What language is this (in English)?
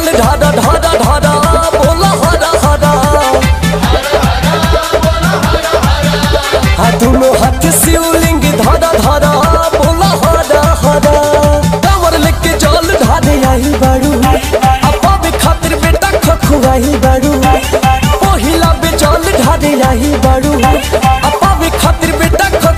Bhojpuri